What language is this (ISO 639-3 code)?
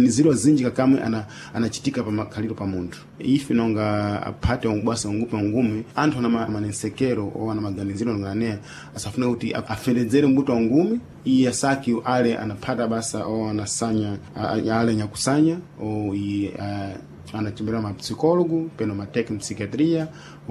seh